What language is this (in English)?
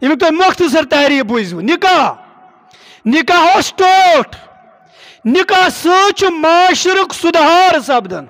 Kashmiri